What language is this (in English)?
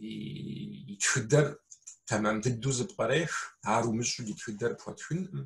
Kabardian